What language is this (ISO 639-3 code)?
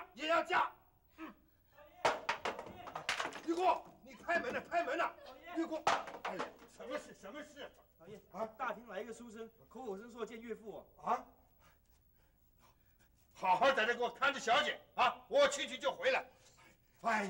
zho